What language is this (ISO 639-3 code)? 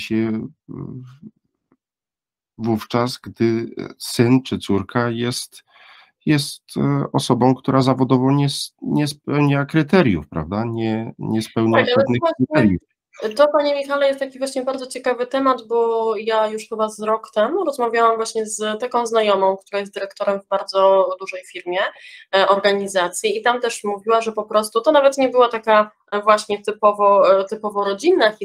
pol